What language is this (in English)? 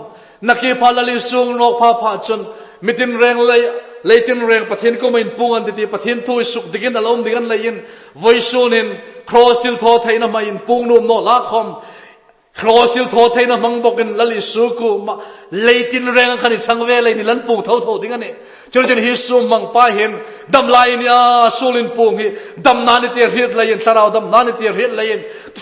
Hmar